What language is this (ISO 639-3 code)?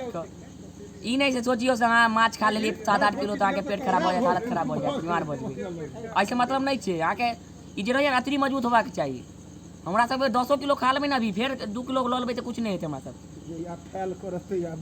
mai